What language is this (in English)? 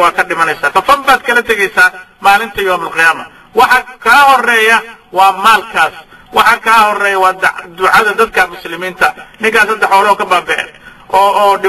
Somali